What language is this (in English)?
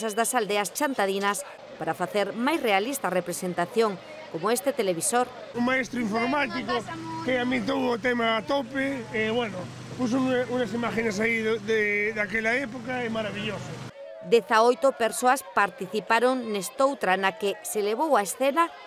Galician